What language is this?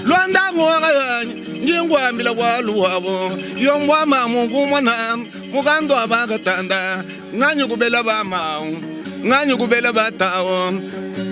Luba-Lulua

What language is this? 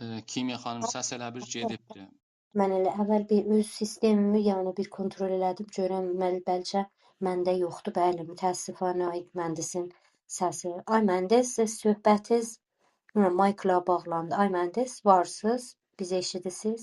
South Azerbaijani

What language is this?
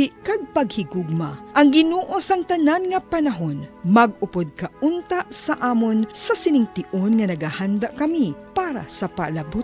Hiligaynon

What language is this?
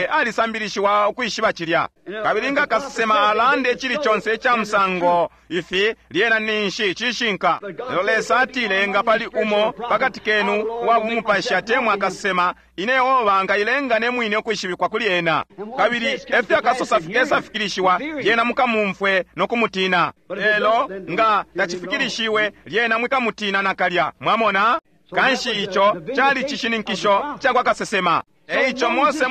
Bemba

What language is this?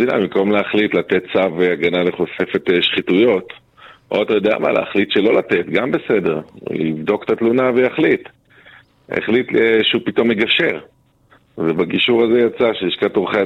Hebrew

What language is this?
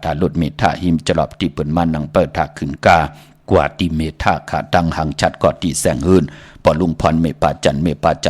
Shan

